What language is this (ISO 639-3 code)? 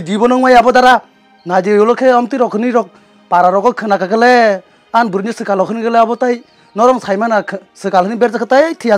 trp